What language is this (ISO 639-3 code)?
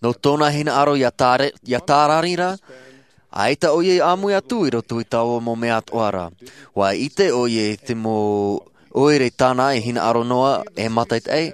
tah